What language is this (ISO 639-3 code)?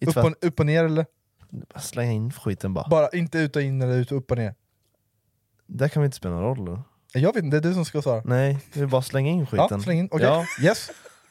swe